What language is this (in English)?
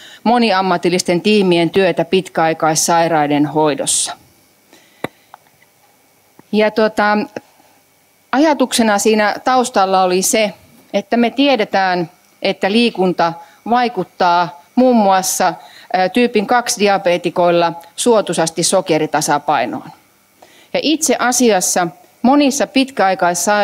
Finnish